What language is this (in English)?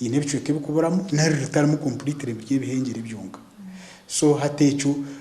Nyankole